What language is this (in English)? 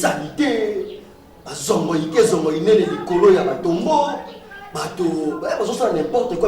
Lingala